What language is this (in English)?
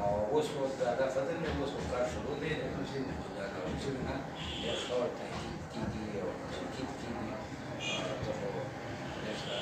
Pashto